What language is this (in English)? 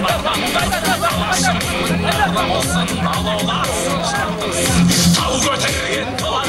Kazakh